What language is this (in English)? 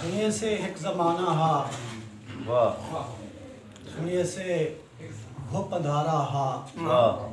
Saraiki